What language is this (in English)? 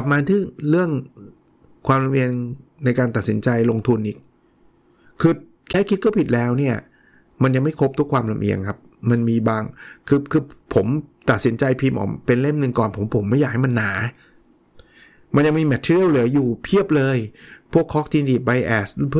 Thai